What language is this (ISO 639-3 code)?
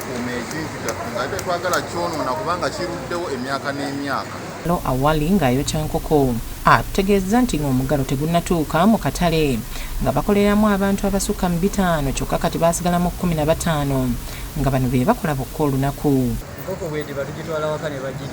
lug